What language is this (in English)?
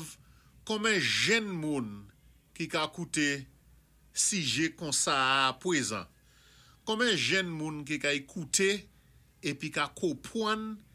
Saint Lucian Creole French